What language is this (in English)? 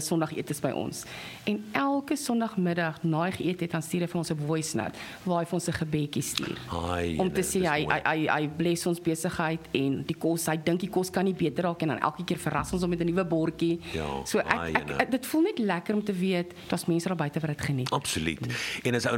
Afrikaans